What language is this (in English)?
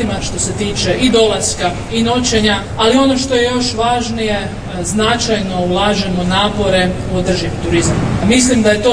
Croatian